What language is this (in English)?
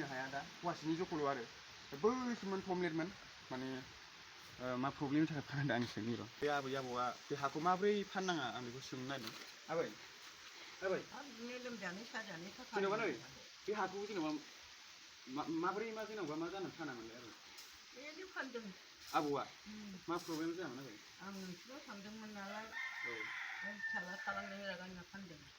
Bodo